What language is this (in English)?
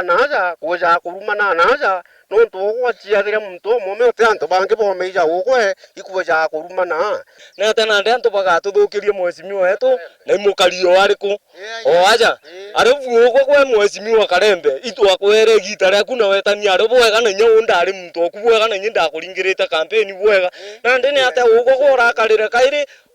Meru